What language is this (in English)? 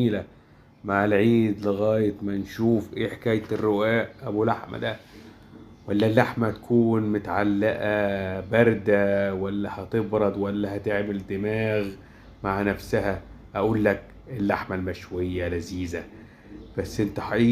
Egyptian Arabic